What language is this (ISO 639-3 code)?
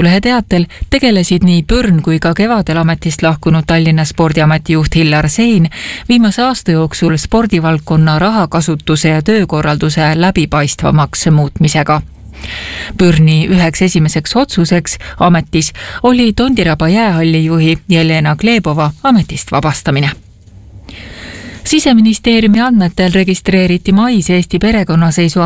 est